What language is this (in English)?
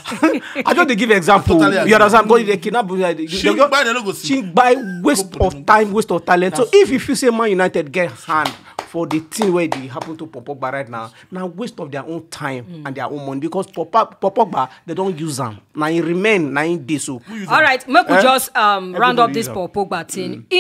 Nigerian Pidgin